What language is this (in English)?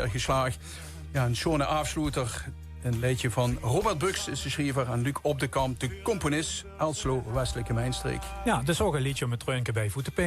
Limburgish